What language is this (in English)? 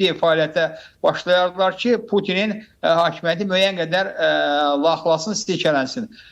Azerbaijani